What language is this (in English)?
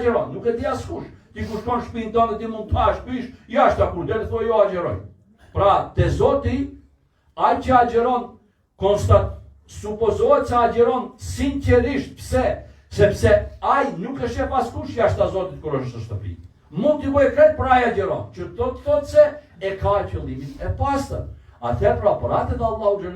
Albanian